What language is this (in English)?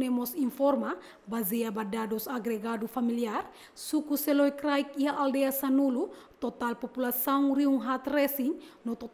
Tetum